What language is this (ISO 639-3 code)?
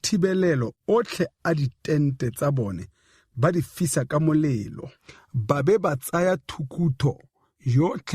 tsn